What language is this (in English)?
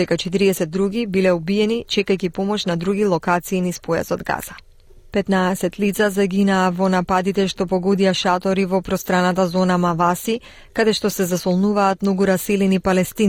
Macedonian